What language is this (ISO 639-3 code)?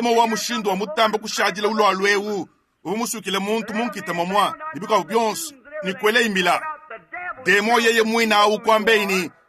lua